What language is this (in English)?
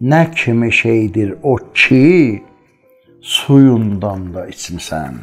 South Azerbaijani